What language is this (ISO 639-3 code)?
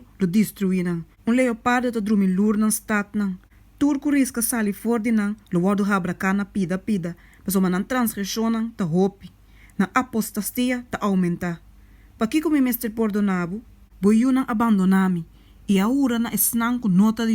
pap